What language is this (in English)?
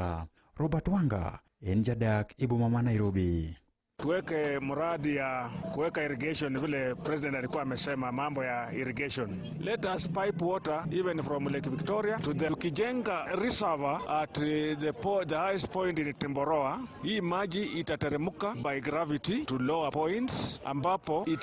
Luo (Kenya and Tanzania)